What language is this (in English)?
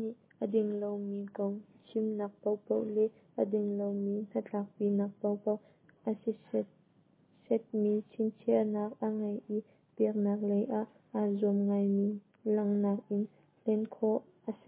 Hakha Chin